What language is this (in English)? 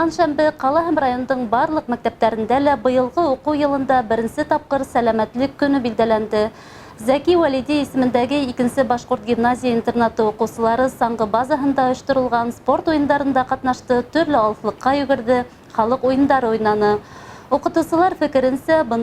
Bashkir